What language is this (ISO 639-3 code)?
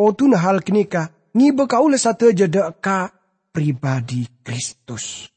mad